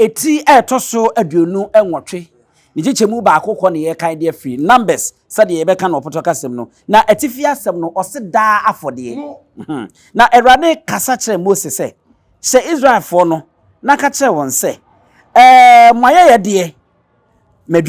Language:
Akan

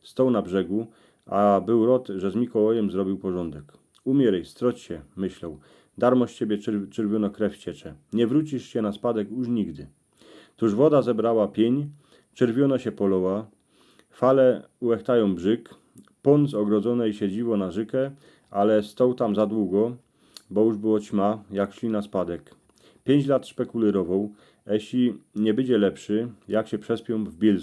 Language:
Silesian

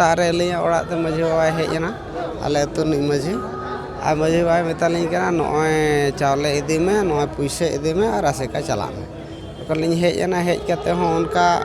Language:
Santali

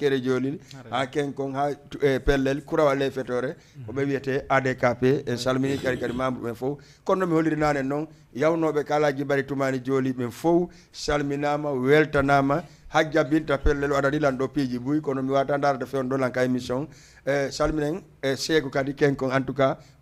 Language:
Fula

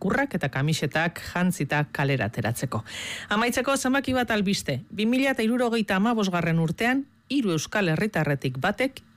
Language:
Basque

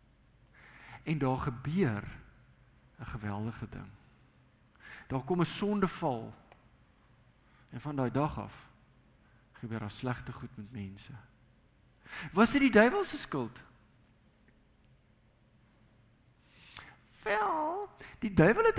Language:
Afrikaans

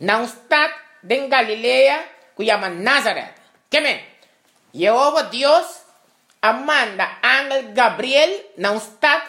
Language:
Papiamento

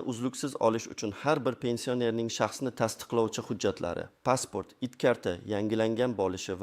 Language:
Uzbek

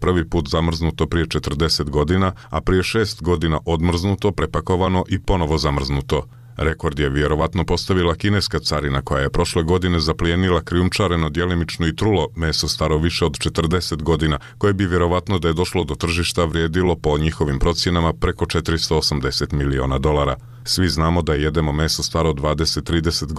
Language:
Bosnian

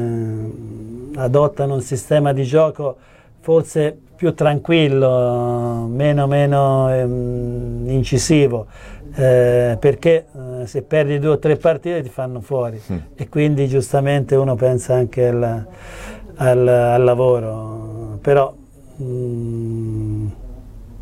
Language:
Italian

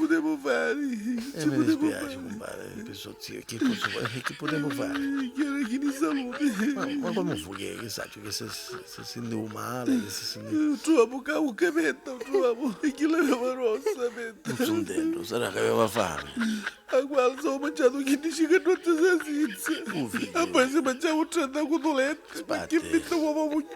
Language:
Neapolitan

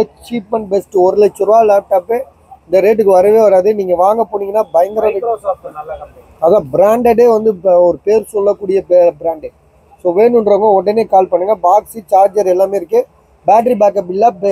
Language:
Tamil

